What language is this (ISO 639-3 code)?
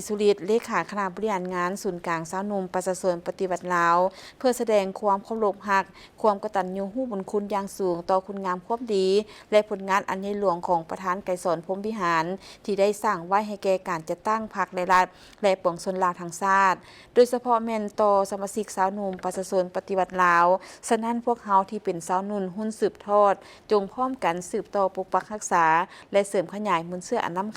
lao